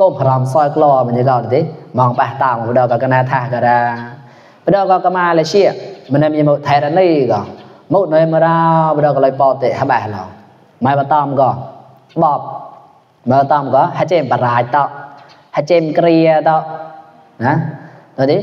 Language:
Mon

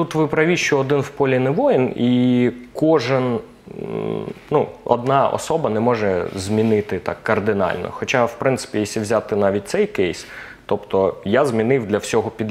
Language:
Ukrainian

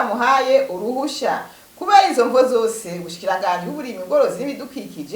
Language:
Rundi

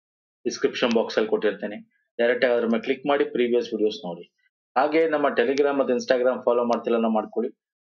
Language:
Kannada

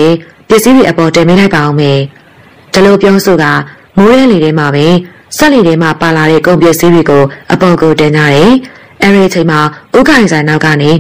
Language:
Burmese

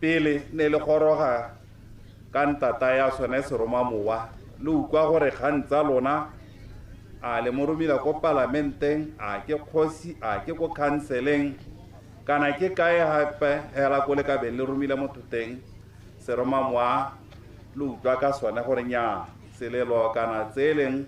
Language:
Tswana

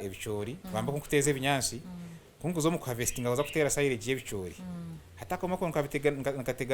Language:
Nyankole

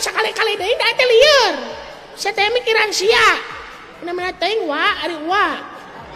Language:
Sundanese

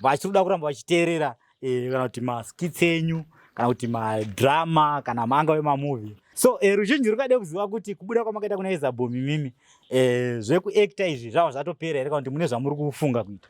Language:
Shona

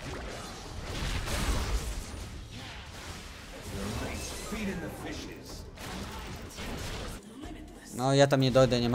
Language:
Polish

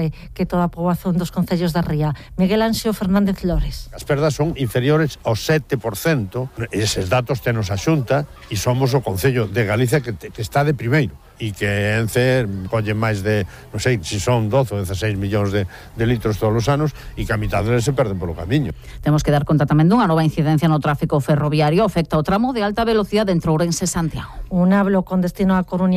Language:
Galician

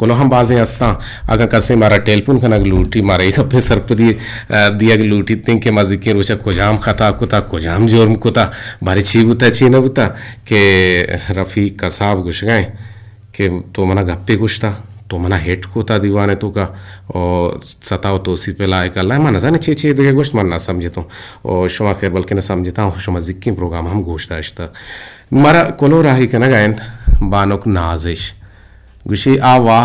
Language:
Eastern Balochi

